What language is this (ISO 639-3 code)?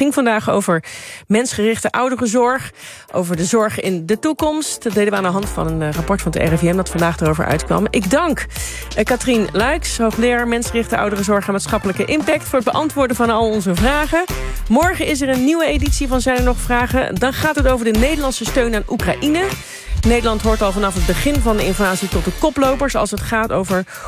nld